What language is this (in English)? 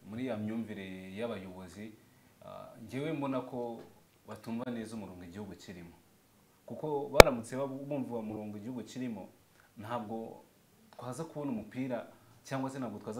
Kinyarwanda